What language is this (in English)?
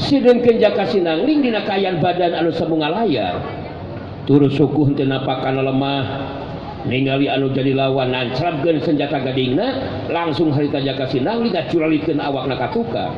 Sundanese